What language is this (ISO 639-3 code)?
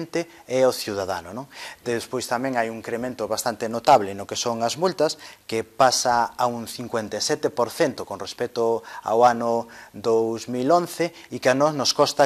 glg